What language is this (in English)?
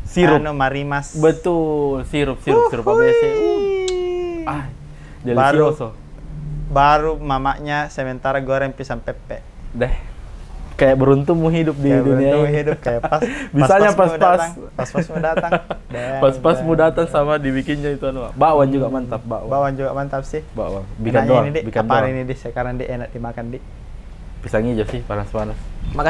Makassar Malay